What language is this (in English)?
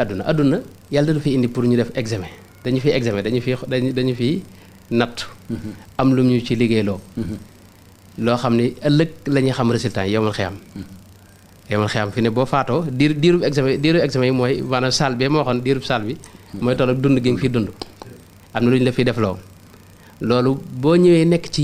Wolof